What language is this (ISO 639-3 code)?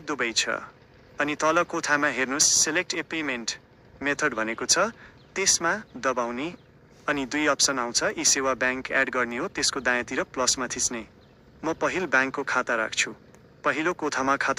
nep